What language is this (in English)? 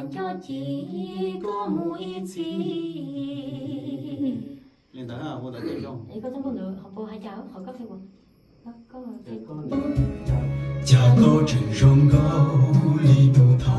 Vietnamese